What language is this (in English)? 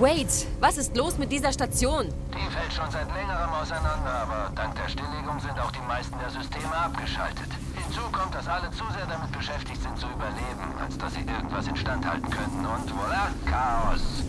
Bavarian